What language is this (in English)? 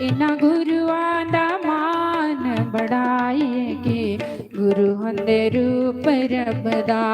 Dogri